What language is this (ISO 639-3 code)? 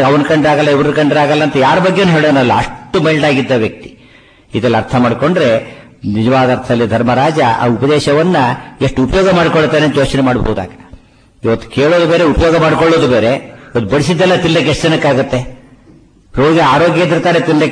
kan